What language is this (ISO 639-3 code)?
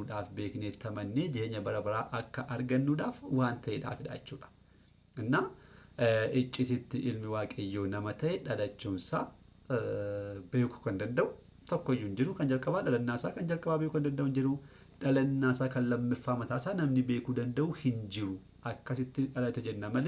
orm